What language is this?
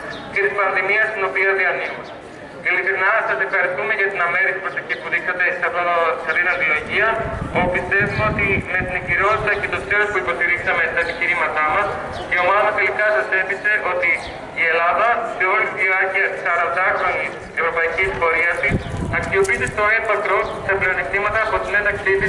Greek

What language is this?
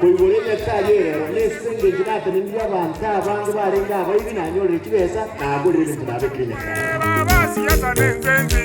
Gusii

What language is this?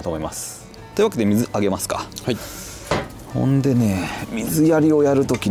Japanese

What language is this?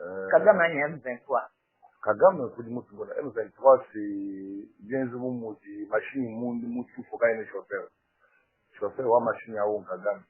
Luba-Lulua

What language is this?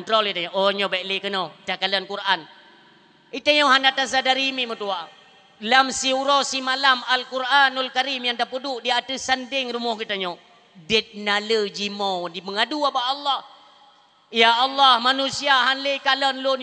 Achinese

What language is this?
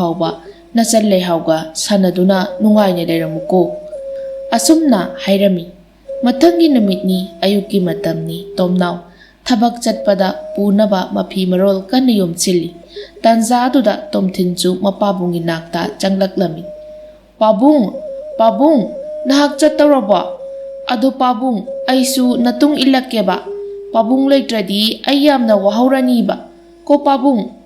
Manipuri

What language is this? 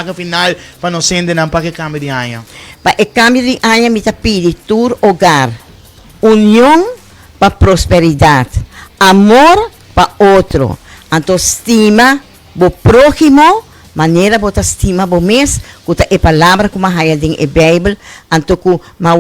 Papiamento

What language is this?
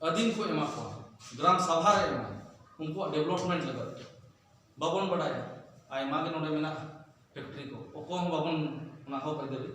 Santali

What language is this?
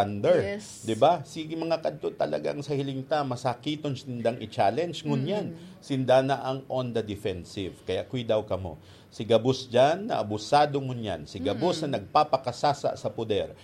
Bikol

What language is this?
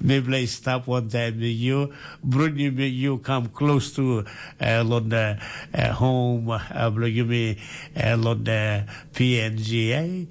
Tok Pisin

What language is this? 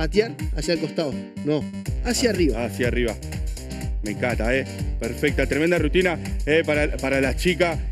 Spanish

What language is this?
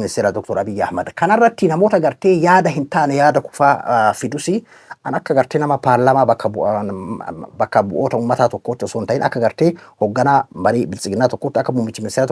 Oromo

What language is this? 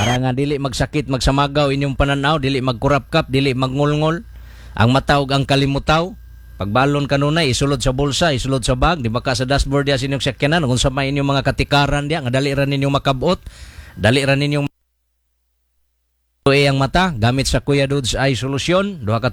Cebuano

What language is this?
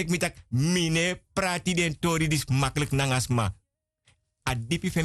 Sranan Tongo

